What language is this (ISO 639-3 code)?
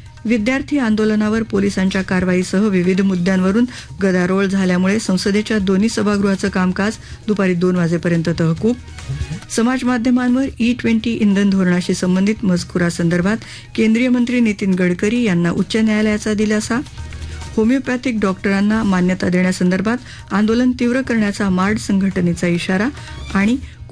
mar